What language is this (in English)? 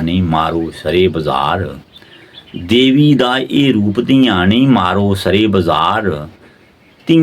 Dogri